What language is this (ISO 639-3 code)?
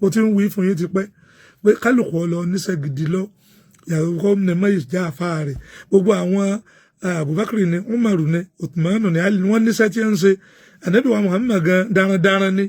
yor